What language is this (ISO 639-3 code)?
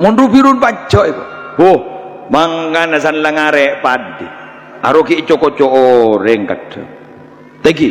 mad